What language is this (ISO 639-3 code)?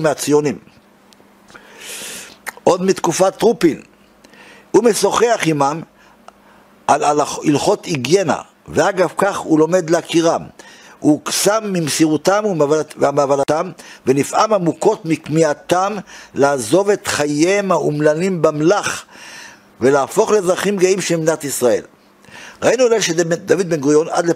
heb